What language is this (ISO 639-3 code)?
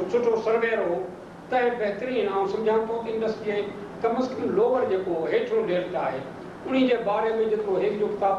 snd